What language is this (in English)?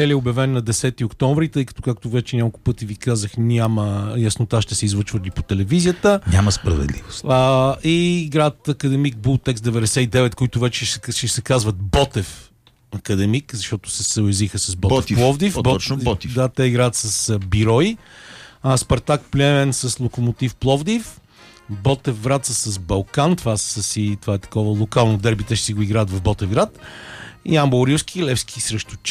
Bulgarian